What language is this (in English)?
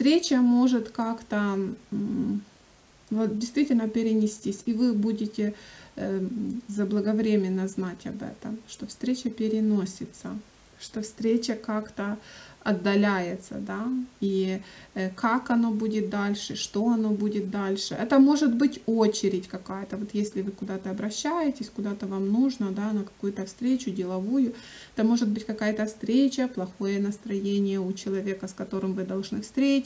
Russian